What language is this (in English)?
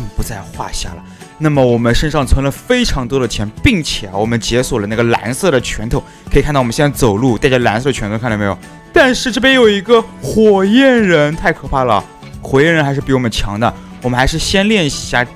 Chinese